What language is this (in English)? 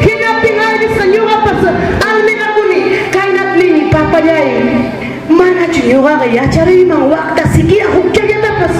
Ayacucho Quechua